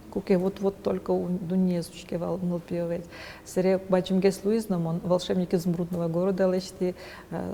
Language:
Udmurt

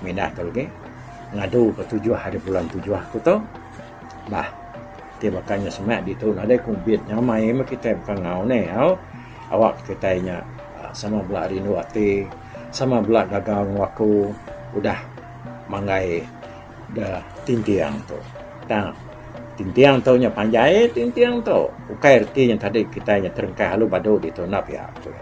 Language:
Iban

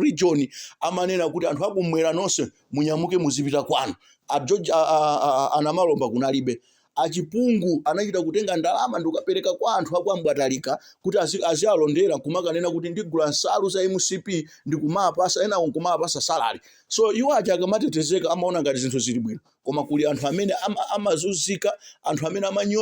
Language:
Nyanja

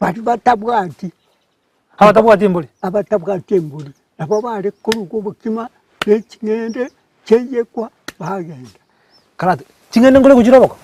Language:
Gusii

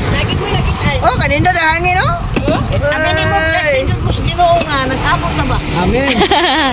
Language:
Cebuano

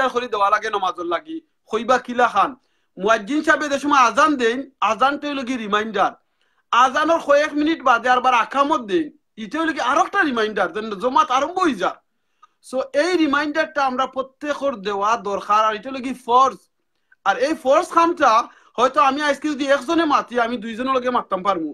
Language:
Sylheti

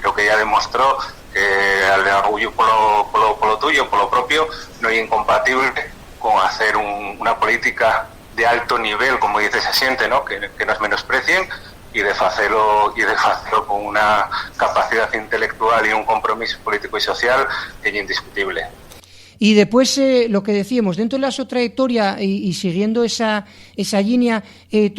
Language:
Asturian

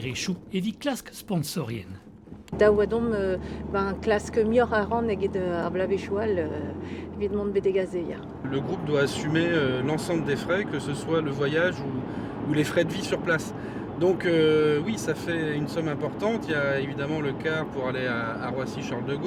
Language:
Breton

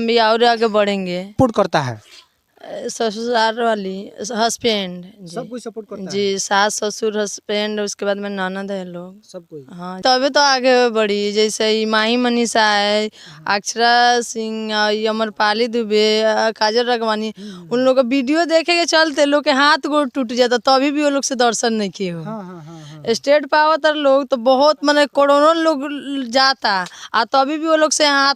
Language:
Bhojpuri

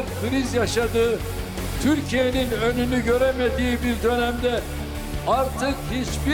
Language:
Turkish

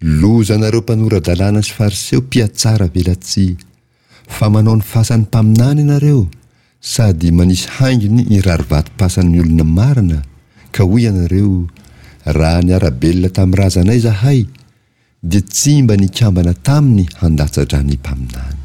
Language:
Malagasy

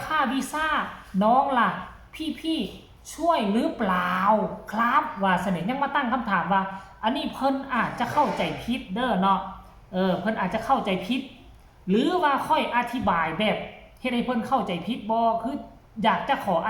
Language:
Northeastern Thai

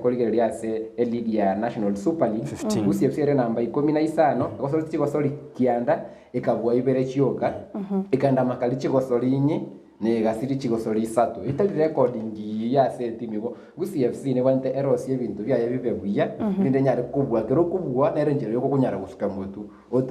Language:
Gusii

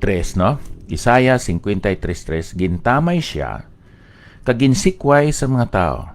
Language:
Hiligaynon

